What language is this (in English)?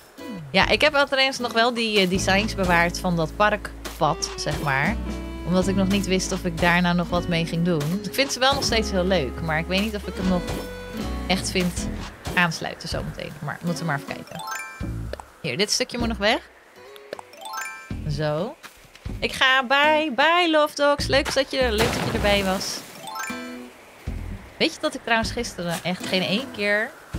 Dutch